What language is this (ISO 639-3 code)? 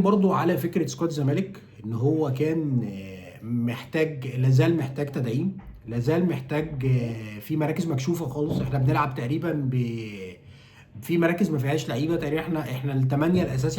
arz